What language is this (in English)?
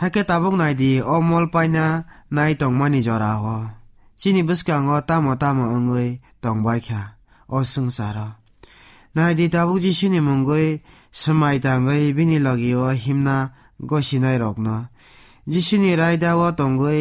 Kok Borok